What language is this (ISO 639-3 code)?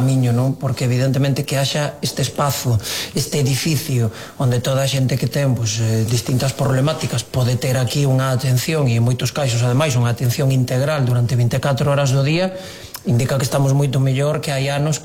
glg